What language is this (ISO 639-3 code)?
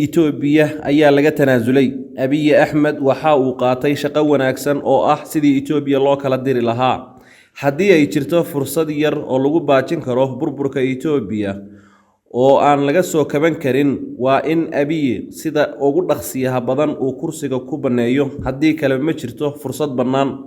som